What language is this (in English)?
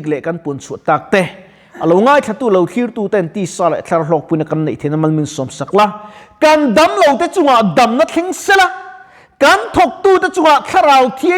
Mizo